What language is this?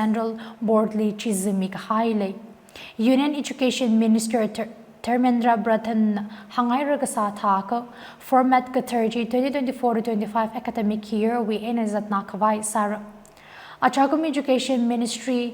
Tangkhul Naga (India)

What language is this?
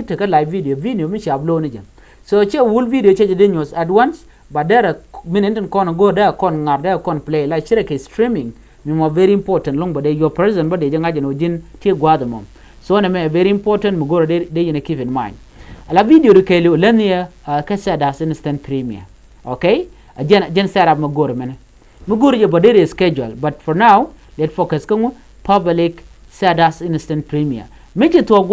Nuer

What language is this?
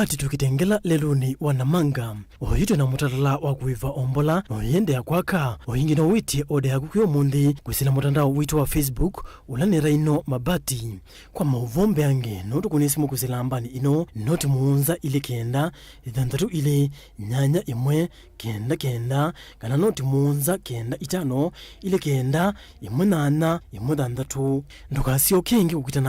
Kamba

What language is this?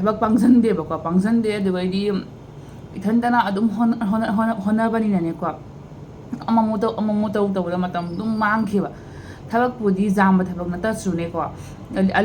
Manipuri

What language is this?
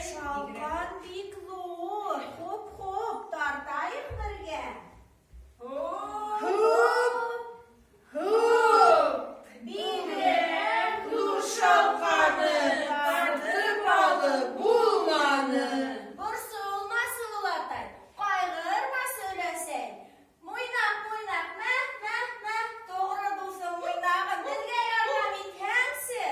Bashkir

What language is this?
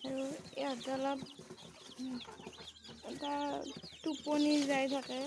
Assamese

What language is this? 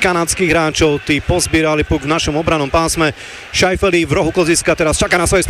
Slovak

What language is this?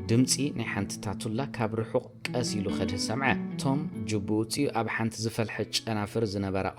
Tigrinya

